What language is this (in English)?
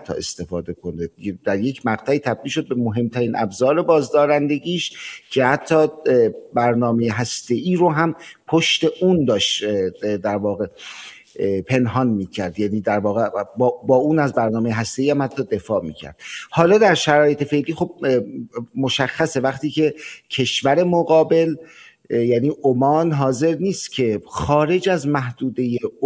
Persian